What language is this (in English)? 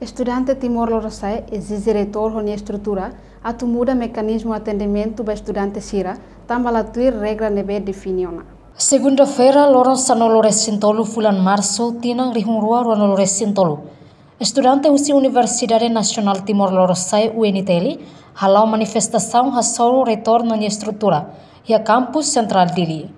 Tetum